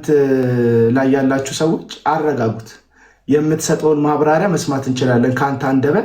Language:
Amharic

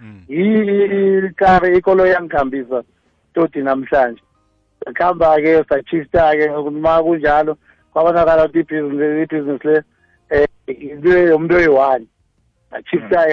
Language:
South Ndebele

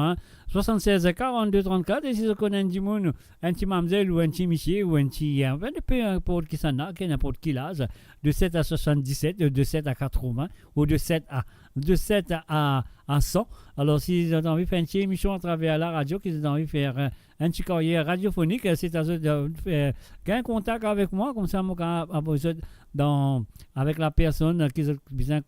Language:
Morisyen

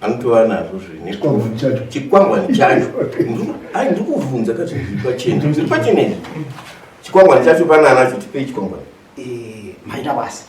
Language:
Shona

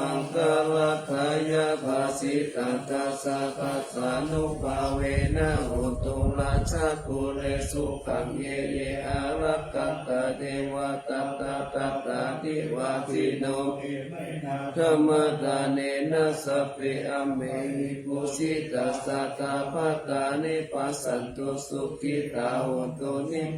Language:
Pali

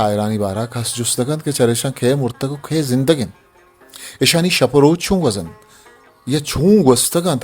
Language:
Eastern Balochi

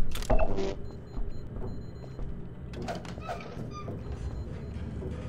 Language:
Russian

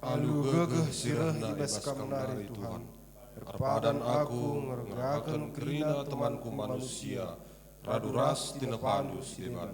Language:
Batak Karo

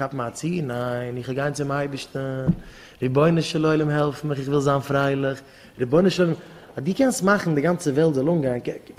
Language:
Yiddish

